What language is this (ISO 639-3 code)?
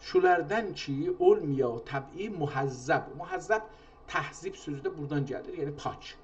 azb